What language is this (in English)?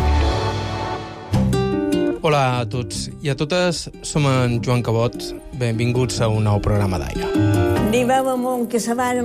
Catalan